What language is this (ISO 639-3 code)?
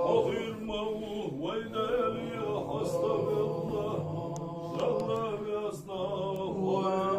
inh